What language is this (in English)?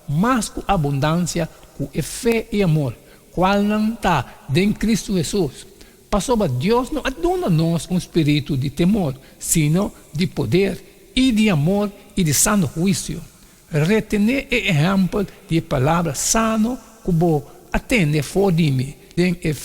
Papiamento